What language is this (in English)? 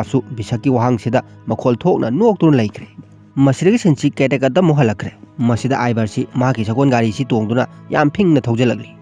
Manipuri